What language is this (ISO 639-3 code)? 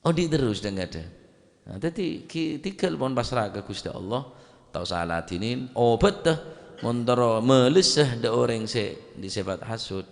mad